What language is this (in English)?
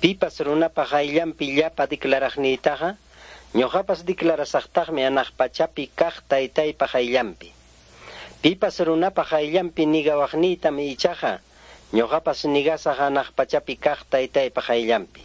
Ayacucho Quechua